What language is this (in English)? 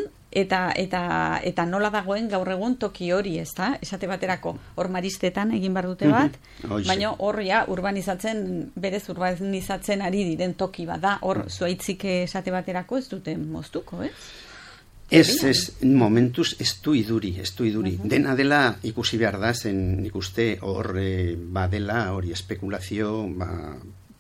Basque